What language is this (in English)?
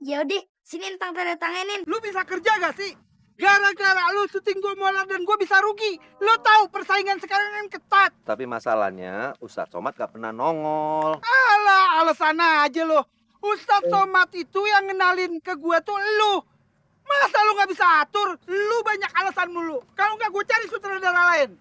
Betawi